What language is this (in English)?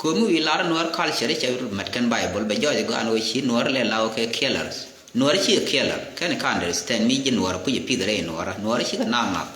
Nuer